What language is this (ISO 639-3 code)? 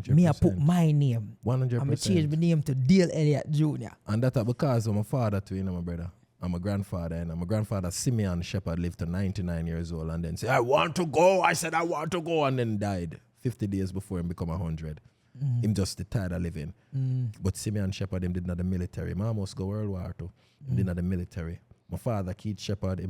jam